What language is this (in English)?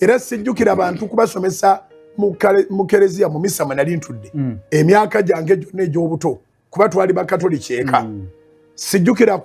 Ganda